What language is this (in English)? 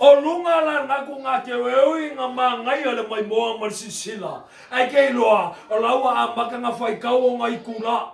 Samoan